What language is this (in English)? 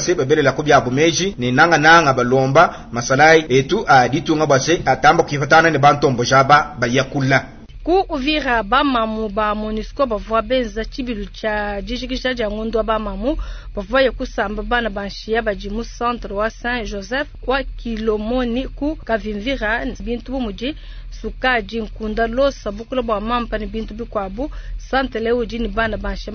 Luba-Lulua